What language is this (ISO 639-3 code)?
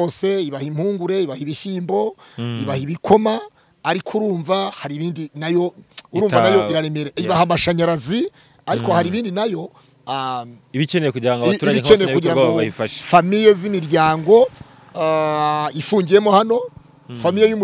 kin